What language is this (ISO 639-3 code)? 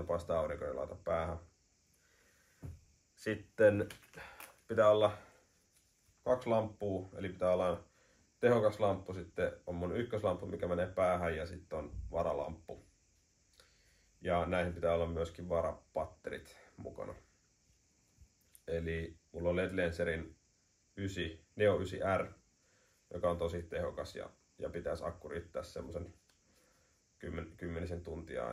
fin